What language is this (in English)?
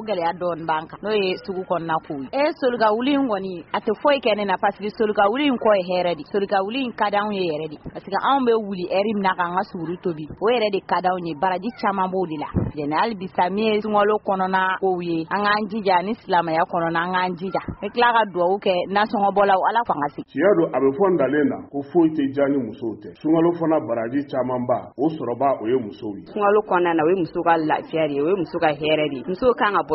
Bambara